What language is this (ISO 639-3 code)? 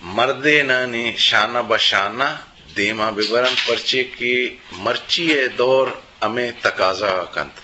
bgp